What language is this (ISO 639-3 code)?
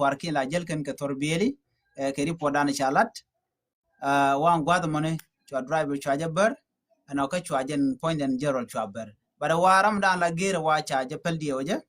nus